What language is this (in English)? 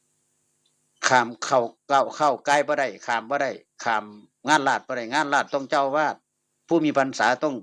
Northeastern Thai